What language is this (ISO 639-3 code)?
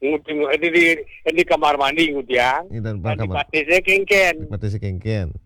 ban